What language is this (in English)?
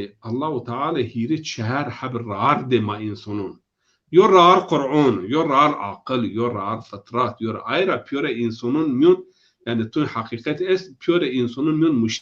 Zaza